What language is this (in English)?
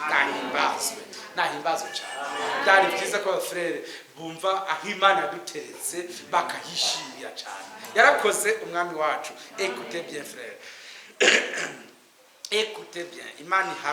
Rundi